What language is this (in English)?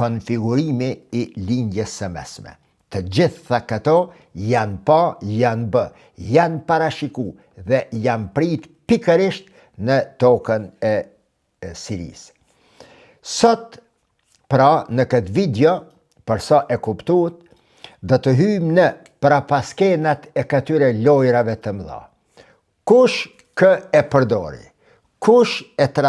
Albanian